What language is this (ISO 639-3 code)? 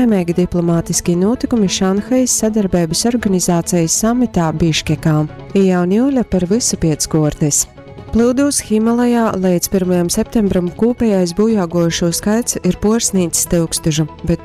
ltg